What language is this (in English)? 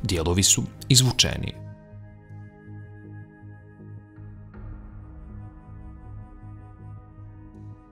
Bosnian